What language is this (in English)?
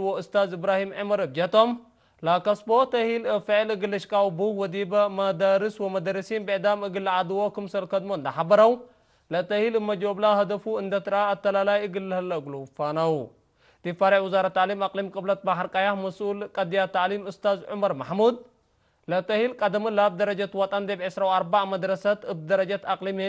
Tigre